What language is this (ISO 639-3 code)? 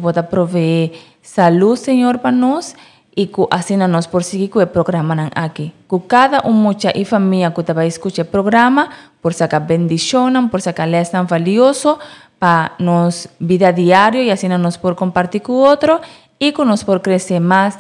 pap